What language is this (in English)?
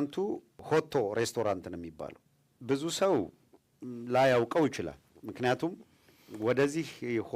Amharic